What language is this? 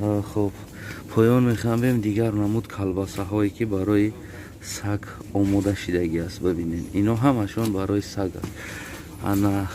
Tajik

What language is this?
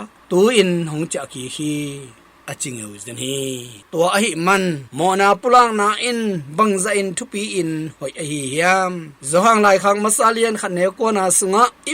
Tedim Chin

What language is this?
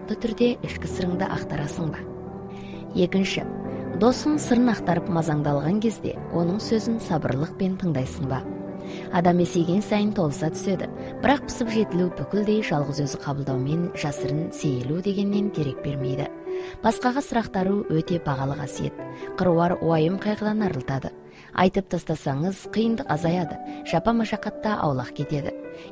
Kazakh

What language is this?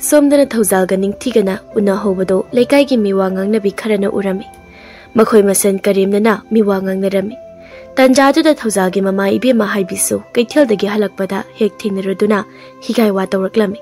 Manipuri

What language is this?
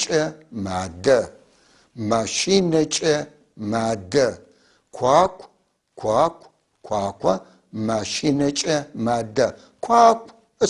North Levantine Arabic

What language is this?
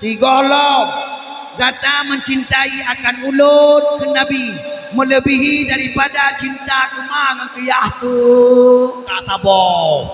Achinese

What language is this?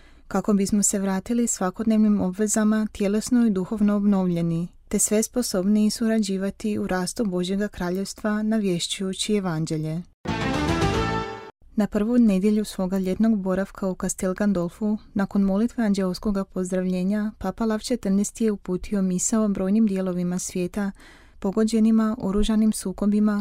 Croatian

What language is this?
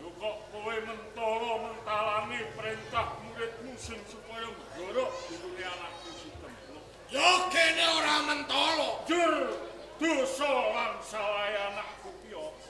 Javanese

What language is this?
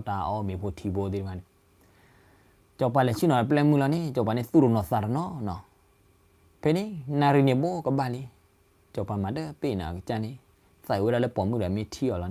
S'gaw Karen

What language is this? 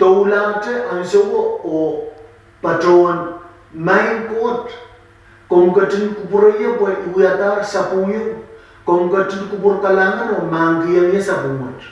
Pohnpeian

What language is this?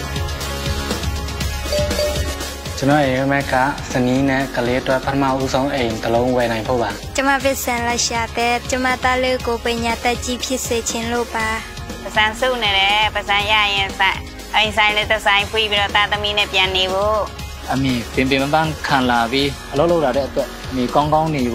Burmese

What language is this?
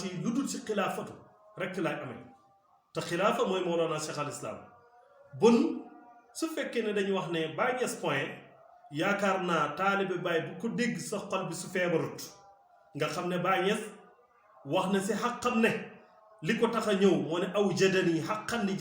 Wolof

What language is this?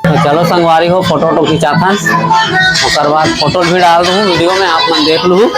Chhattisgarhi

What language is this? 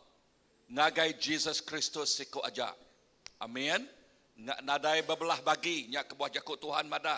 Iban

